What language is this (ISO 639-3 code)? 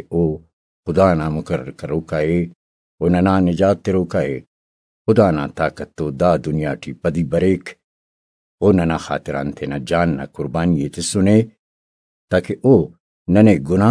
brh